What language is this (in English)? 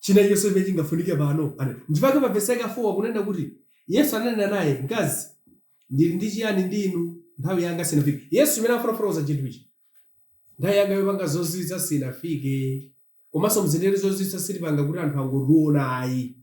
Nyanja